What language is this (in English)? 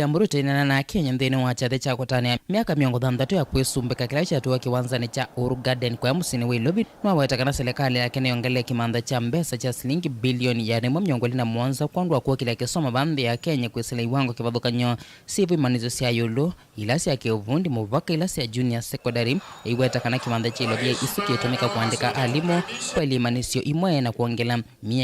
Kamba